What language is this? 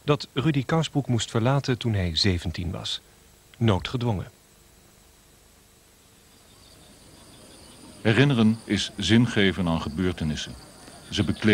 Dutch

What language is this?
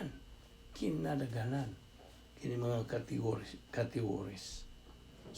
Cebuano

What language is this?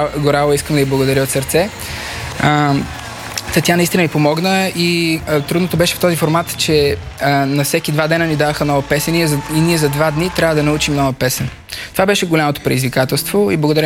Bulgarian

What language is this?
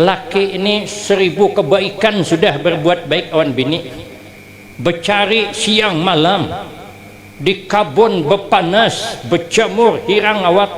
Banjar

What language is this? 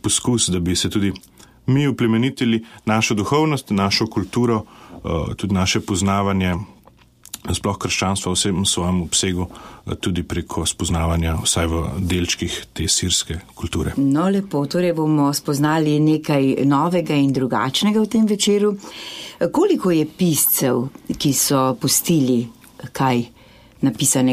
Slovenian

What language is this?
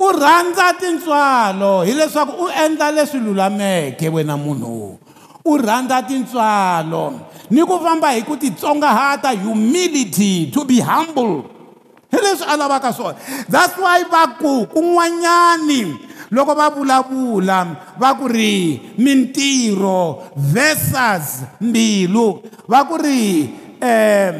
Tsonga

